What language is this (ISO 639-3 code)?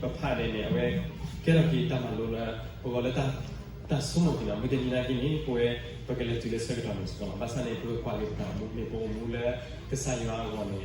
ksw